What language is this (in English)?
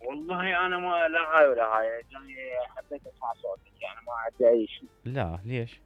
Mesopotamian Arabic